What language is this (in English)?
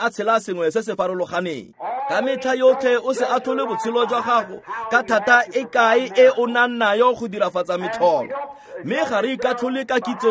Tswana